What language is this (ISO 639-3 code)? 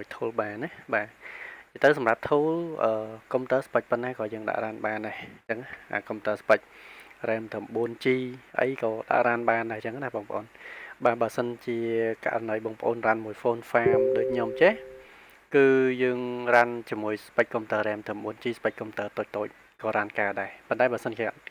khm